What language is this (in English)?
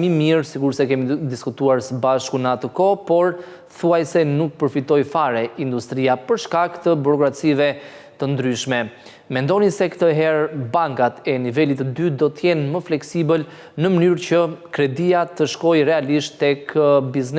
Albanian